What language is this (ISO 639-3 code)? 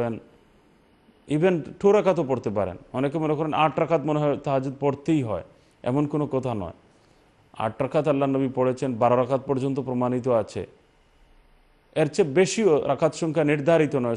ben